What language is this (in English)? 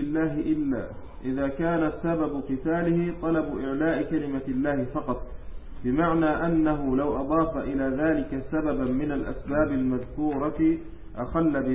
Arabic